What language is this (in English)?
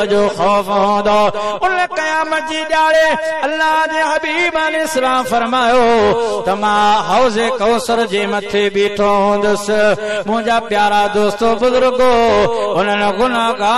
Sindhi